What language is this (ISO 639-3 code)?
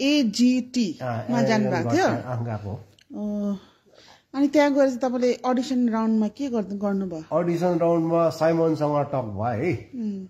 nep